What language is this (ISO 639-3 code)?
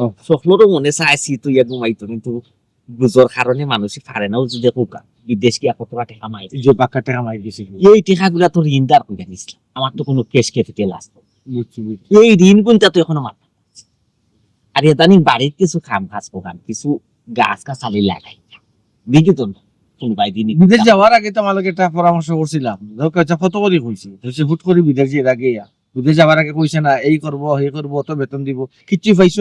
syl